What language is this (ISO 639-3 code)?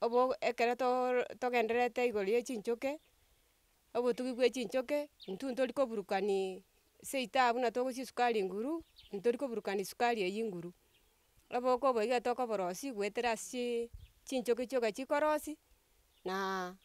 guz